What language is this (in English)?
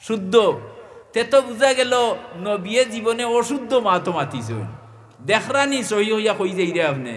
Sylheti